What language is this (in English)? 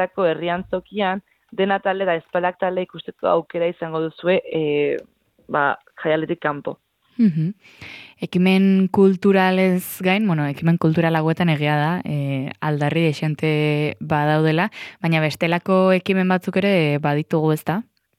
Basque